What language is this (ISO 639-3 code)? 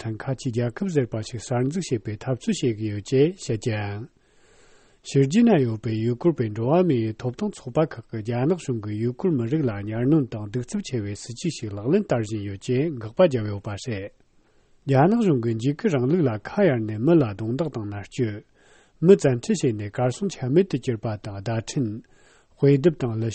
bod